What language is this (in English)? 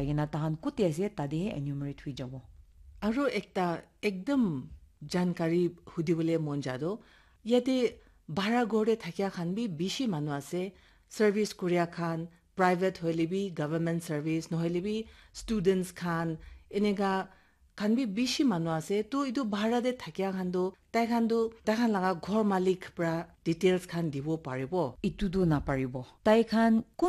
Naga Pidgin